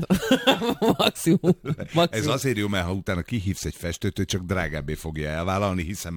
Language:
Hungarian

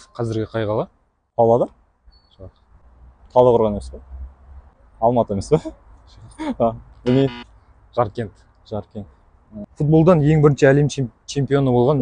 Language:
Kazakh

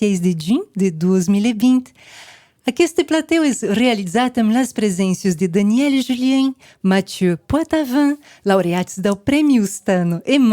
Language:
Occitan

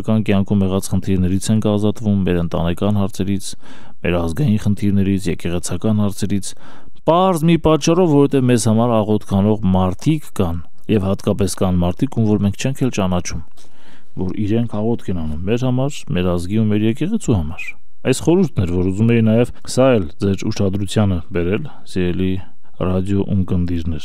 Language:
Armenian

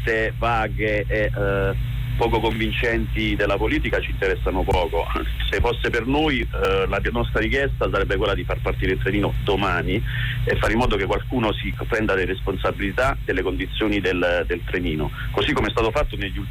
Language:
Italian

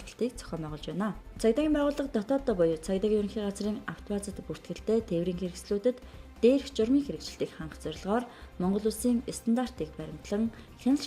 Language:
Mongolian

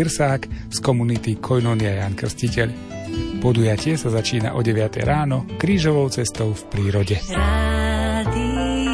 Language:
Slovak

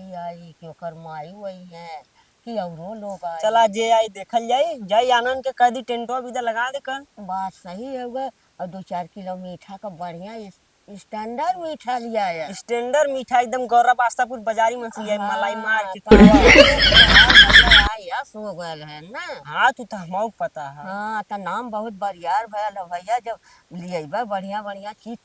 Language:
Awadhi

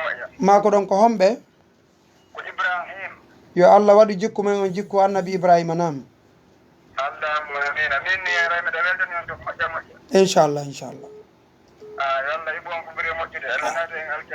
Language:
Fula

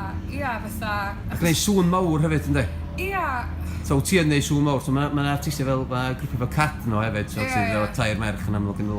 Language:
Welsh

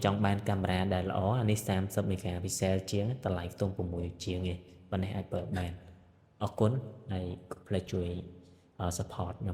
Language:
Khmer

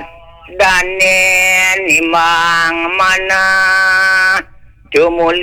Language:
Balinese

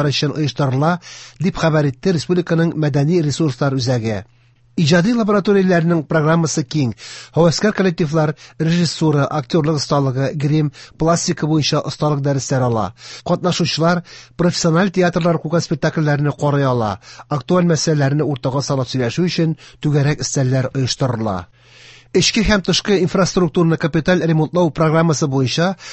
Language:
Tatar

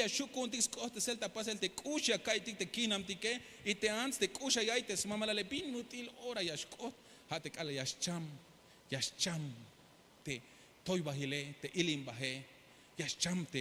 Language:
Tzeltal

